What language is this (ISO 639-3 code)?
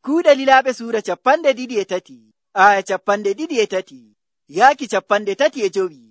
fuv